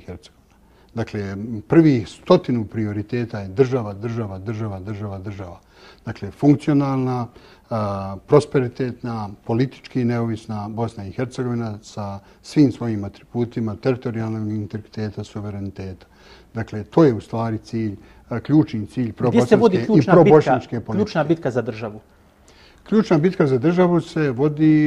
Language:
Bosnian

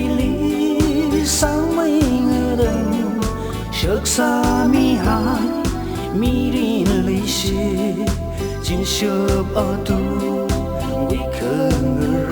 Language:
Tangkhul Naga (India)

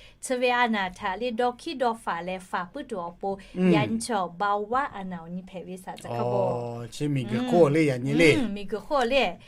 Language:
Lahu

